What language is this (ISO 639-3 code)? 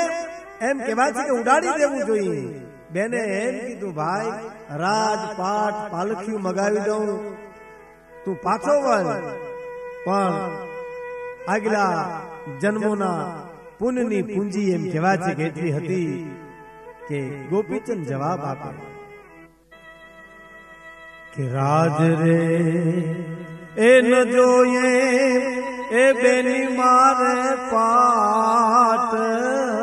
guj